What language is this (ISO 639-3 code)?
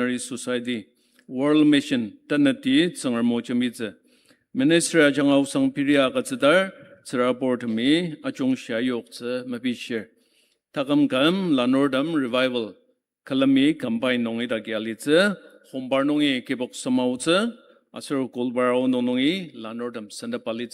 njo